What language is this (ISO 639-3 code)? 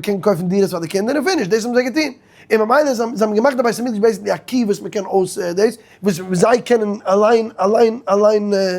yid